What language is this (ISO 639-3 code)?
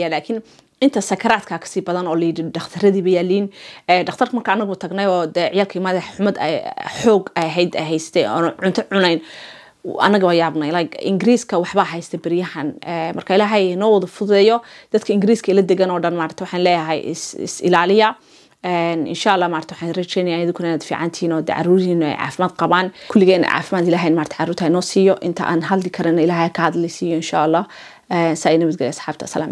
som